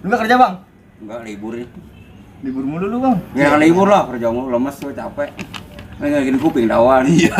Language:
Betawi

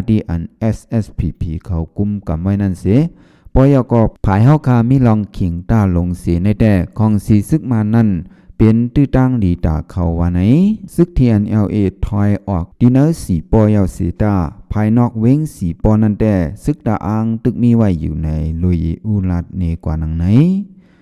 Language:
Shan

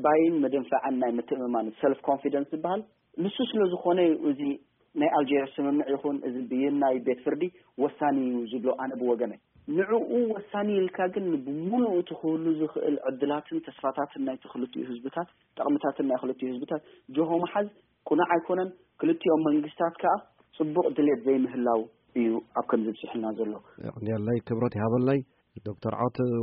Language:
Tigrinya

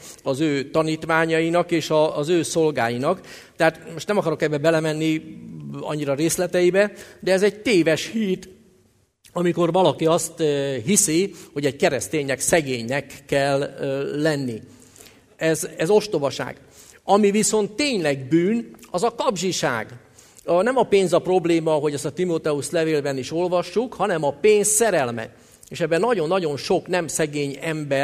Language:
Hungarian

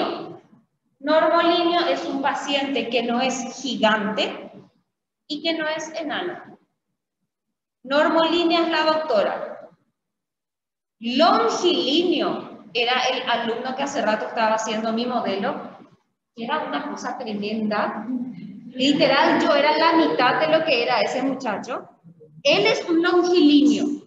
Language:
Spanish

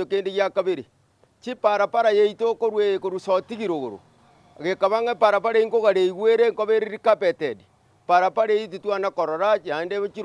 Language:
Gusii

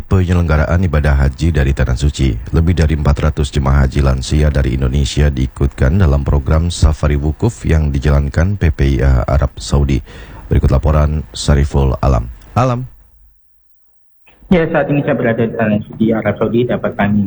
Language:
Indonesian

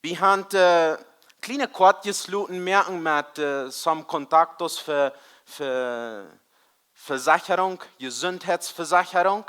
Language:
Plautdietsch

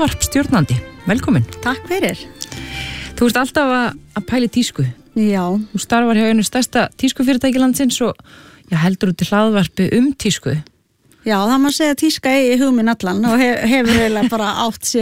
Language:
Icelandic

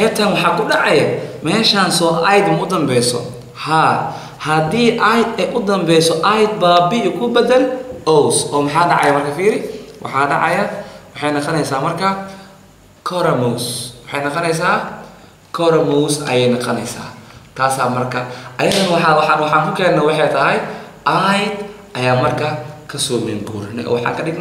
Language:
Somali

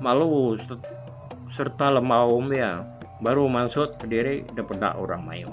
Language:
Iban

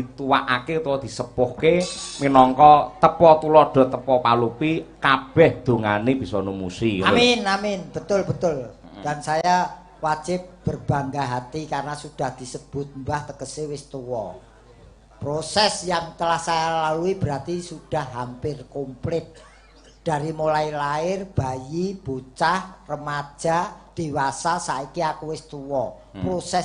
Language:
Javanese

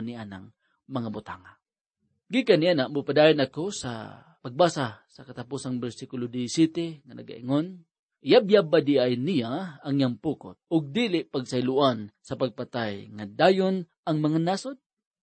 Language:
Cebuano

